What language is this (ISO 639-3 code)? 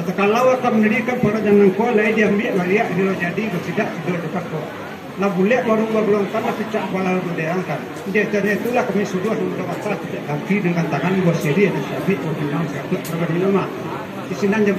min